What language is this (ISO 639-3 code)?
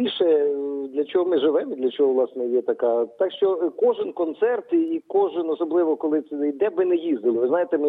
ukr